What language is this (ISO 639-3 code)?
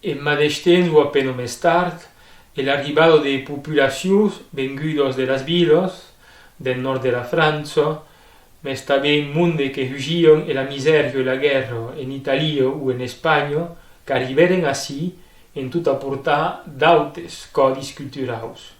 oci